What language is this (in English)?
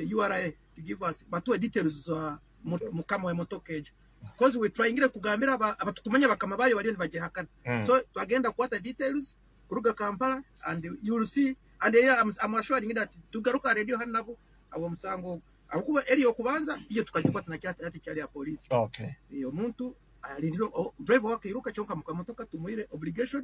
Nyoro